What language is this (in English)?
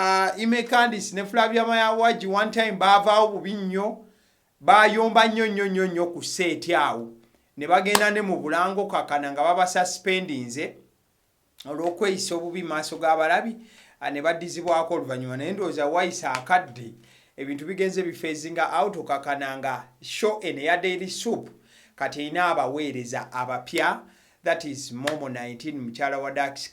Ganda